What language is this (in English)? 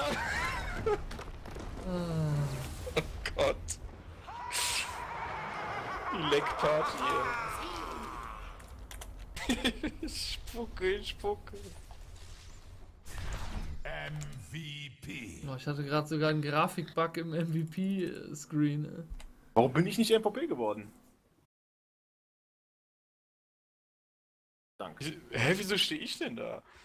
German